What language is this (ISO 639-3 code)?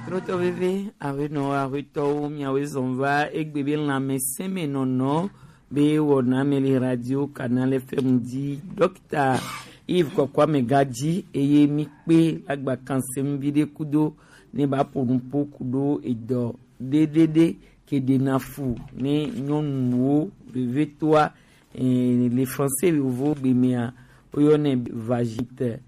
gej